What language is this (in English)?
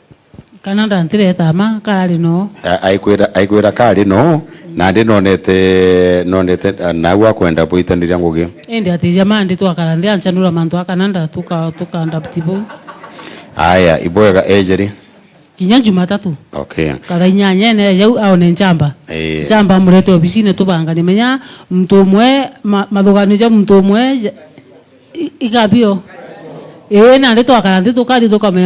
Meru